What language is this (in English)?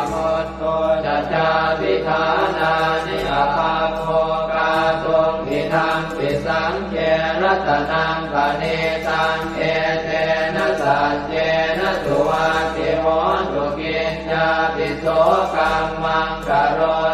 Pali